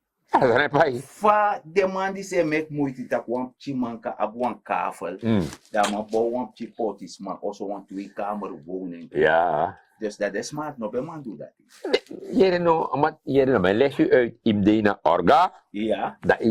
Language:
Sranan Tongo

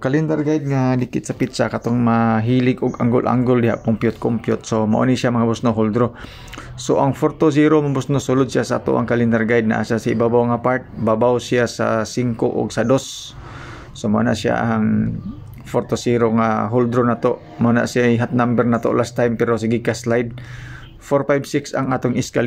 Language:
Cebuano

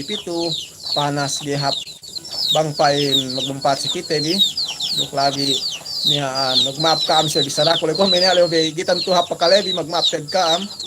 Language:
Yakan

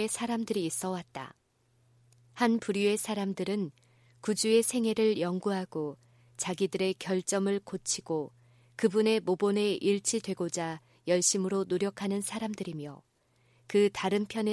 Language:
Korean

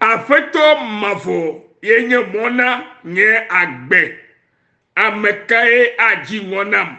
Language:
Ewe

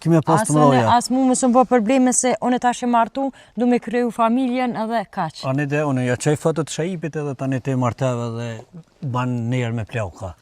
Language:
Albanian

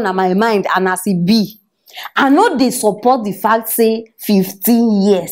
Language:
Nigerian Pidgin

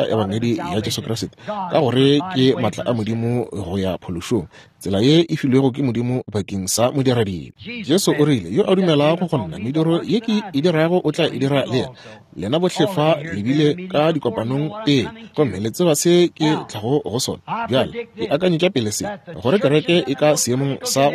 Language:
Northern Sotho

